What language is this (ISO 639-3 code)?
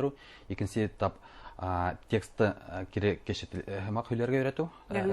bak